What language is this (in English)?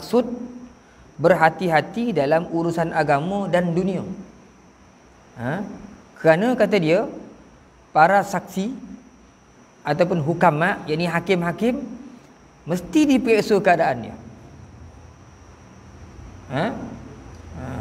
Malay